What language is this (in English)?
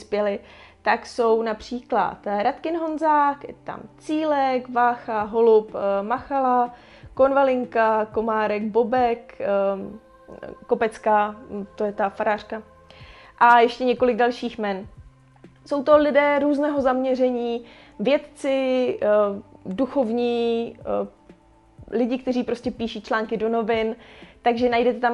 Czech